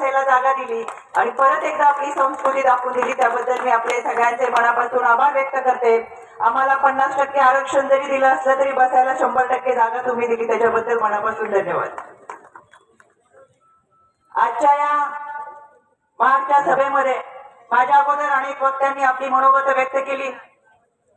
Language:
Marathi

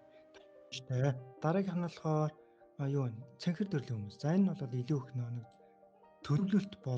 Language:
Mongolian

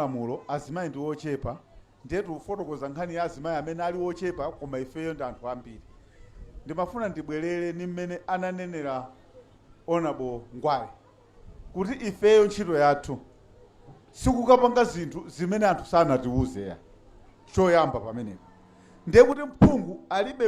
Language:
Nyanja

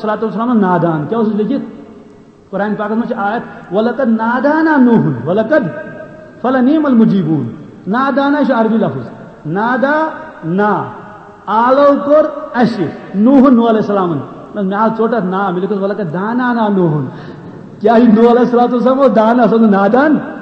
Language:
Kashmiri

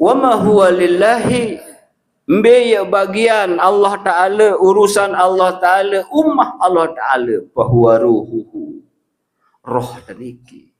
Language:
Sasak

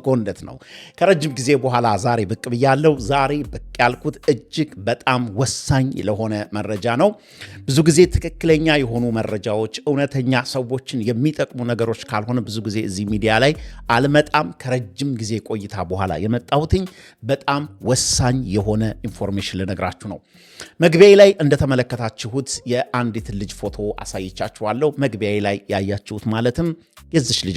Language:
Amharic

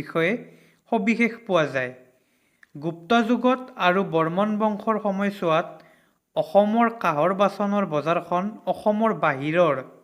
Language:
Assamese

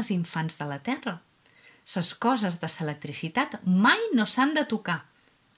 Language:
Catalan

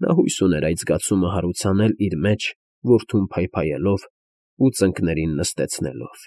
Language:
Armenian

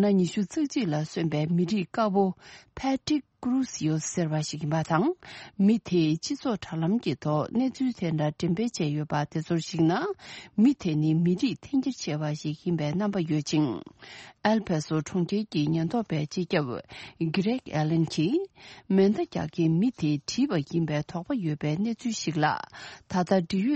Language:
Tibetan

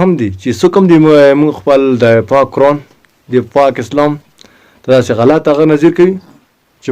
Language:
Pashto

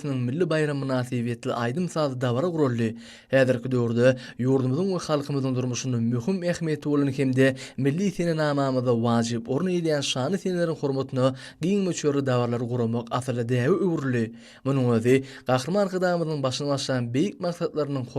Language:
Turkmen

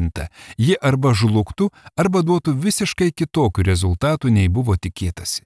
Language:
Lithuanian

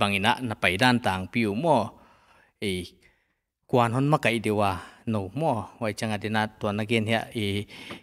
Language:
Paite Chin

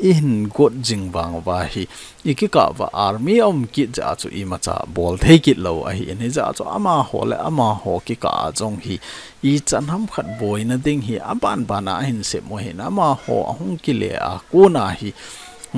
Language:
Thado Chin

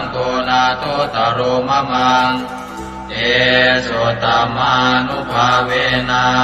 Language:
Pali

